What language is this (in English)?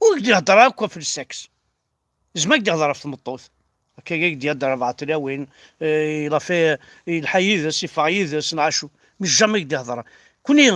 Kabyle